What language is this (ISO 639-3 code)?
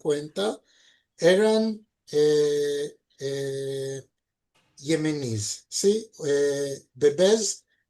lad